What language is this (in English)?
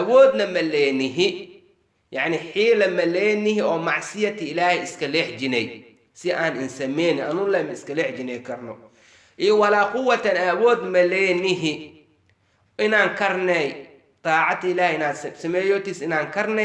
Somali